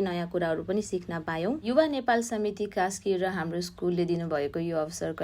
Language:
Nepali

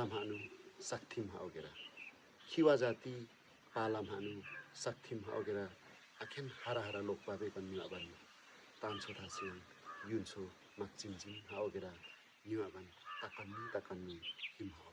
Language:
Limbu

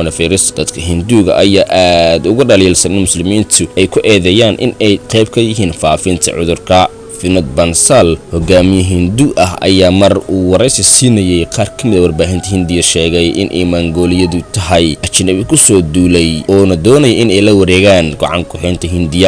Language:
Somali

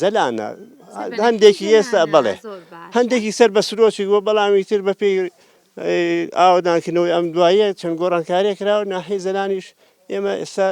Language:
Central Kurdish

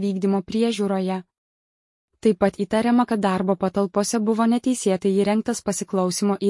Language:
Lithuanian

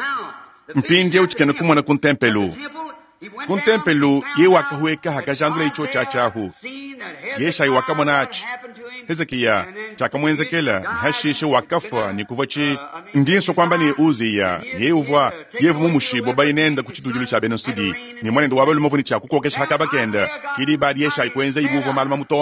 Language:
Luba-Lulua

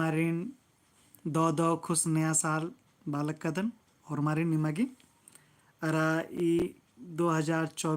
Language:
Kurukh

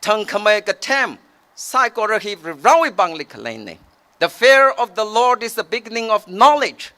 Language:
Tangkhul Naga (India)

